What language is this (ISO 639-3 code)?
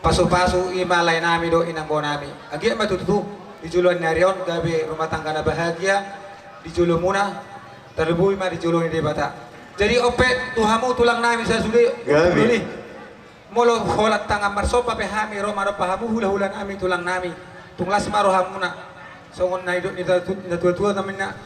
bbc